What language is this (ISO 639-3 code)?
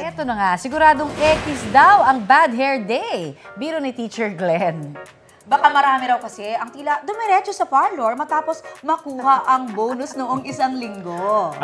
fil